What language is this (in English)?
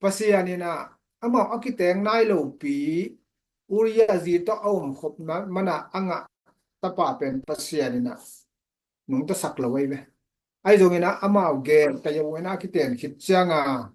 Tedim Chin